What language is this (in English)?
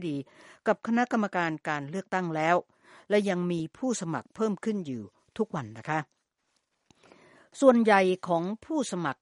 Thai